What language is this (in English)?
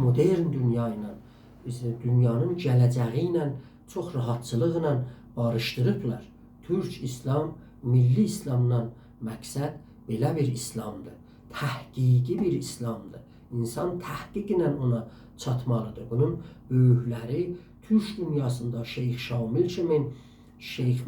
South Azerbaijani